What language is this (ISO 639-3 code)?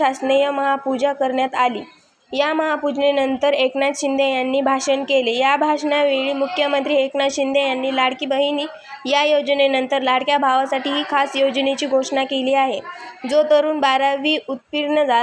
mar